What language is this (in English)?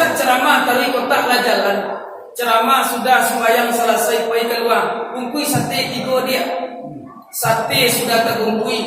Minangkabau